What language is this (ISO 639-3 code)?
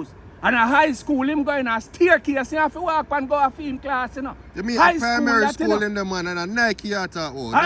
jam